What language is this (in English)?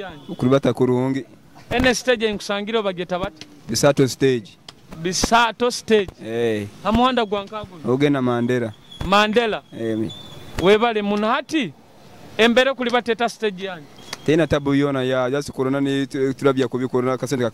Nyoro